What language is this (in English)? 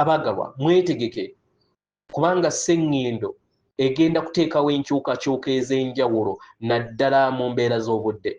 Ganda